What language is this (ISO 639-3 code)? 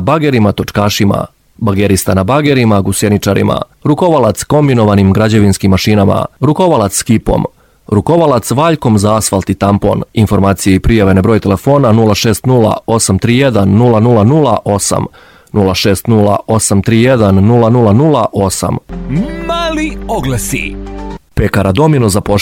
srp